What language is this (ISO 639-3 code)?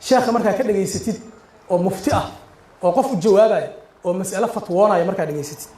som